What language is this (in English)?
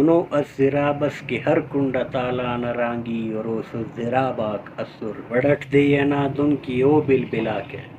Brahui